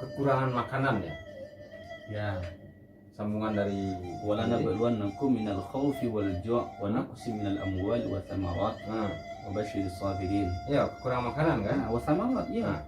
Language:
Minangkabau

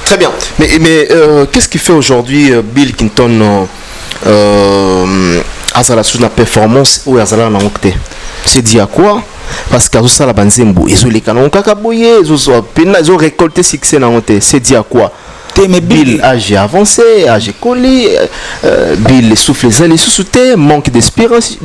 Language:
Lingala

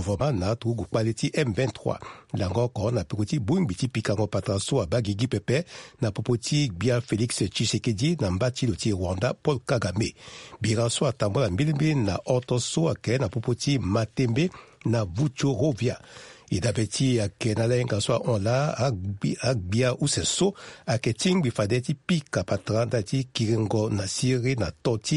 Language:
Sango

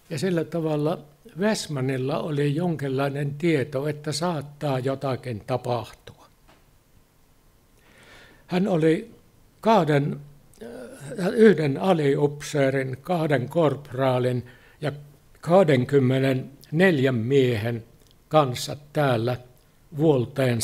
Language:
Finnish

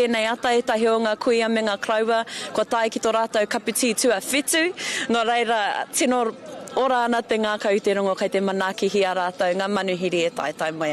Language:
Māori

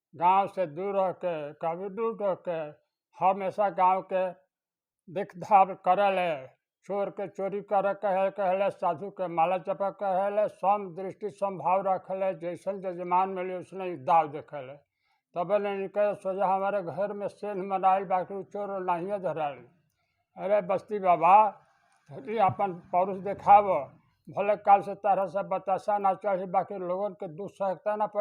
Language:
Bhojpuri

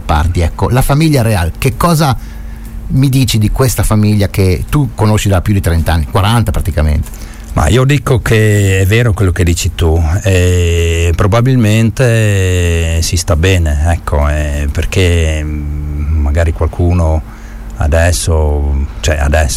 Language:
Italian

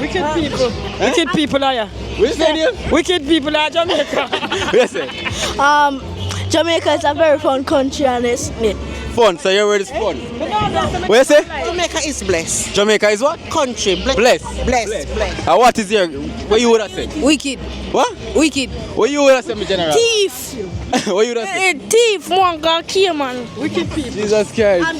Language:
Jamaican Creole English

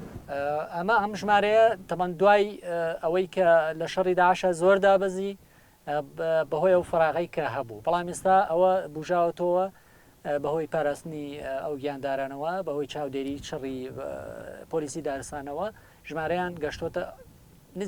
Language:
Central Kurdish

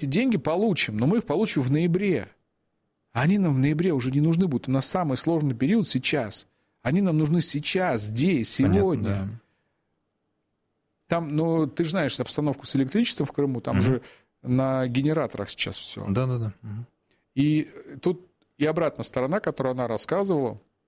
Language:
Russian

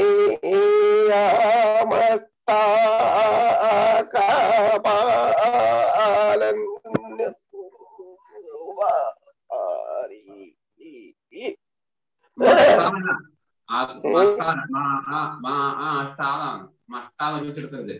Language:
Malayalam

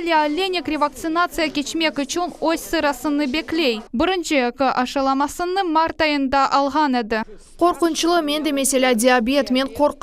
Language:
Crimean Tatar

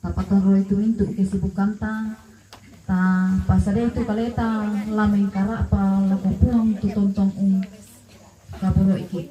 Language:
Toraja-Sa'dan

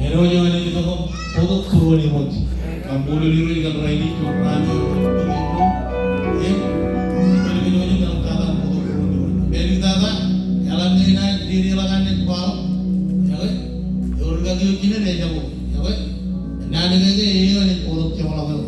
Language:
Marshallese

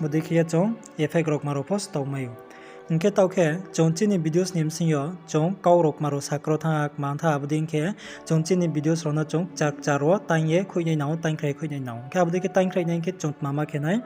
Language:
Riang (India)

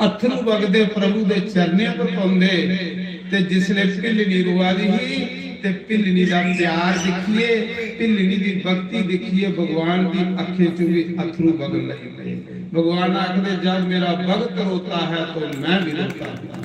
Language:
Dogri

